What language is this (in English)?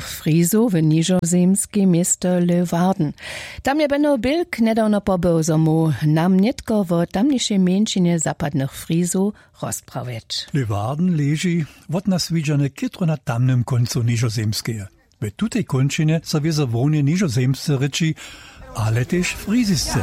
Upper Sorbian